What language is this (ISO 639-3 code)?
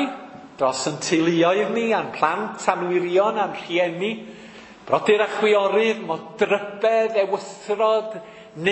cym